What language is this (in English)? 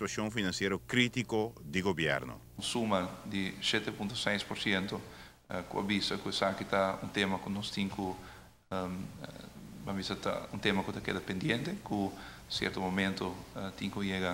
Papiamento